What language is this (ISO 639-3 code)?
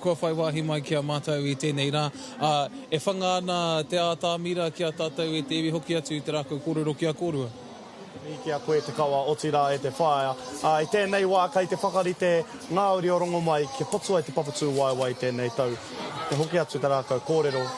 mri